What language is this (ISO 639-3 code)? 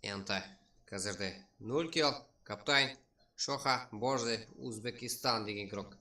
kaa